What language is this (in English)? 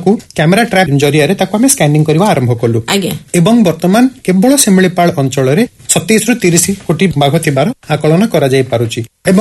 Odia